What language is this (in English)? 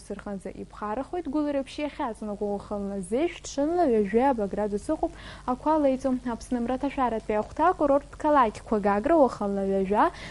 Abkhazian